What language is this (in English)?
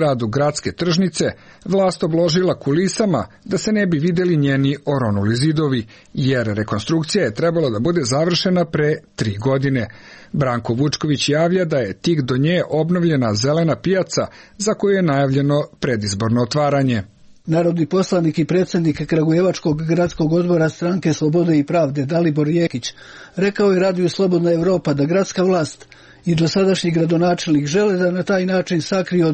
Serbian